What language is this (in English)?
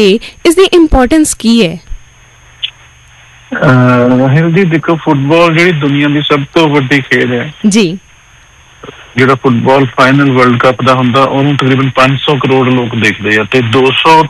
Punjabi